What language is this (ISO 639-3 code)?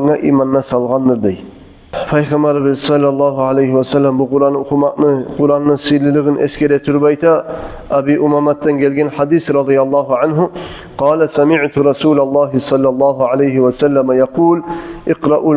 kum